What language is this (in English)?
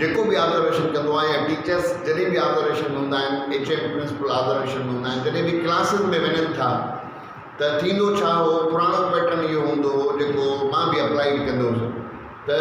Sindhi